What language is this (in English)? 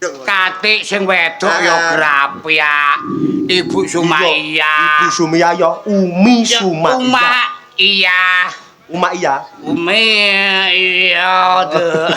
Javanese